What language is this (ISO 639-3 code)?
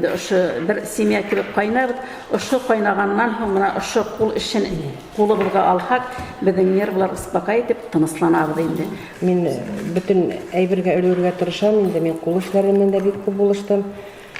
bak